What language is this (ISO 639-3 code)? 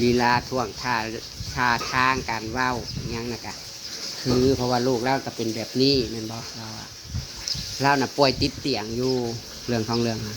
tts